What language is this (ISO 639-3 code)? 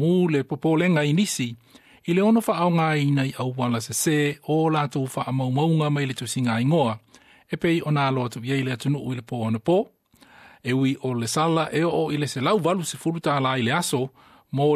smo